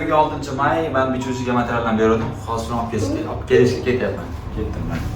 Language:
Uzbek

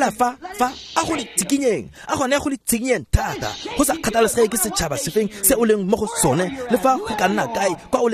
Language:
Tswana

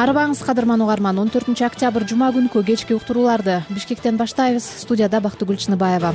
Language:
Kyrgyz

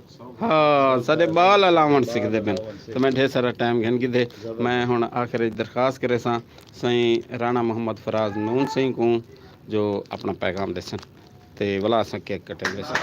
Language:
Saraiki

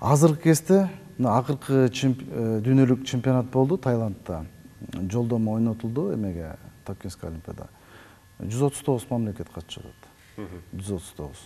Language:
Kyrgyz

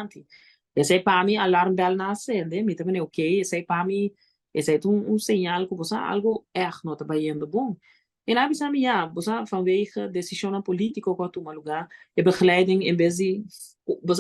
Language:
Papiamento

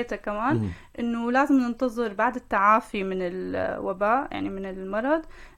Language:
North Levantine Arabic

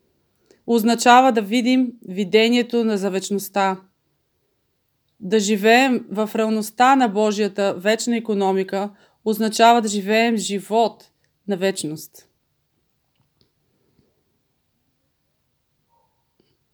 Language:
Bulgarian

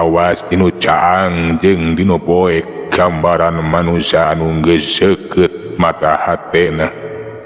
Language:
Sundanese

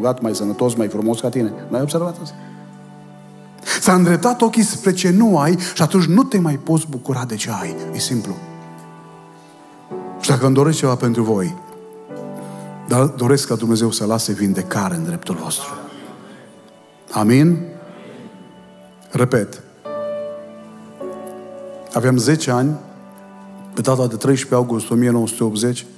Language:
Romanian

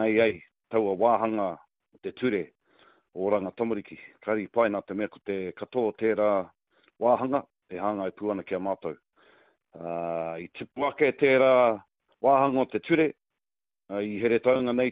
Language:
Māori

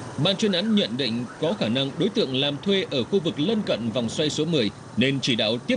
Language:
Vietnamese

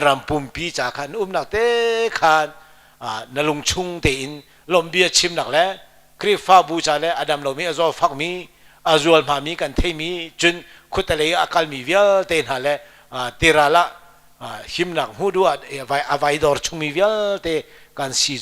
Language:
Hakha Chin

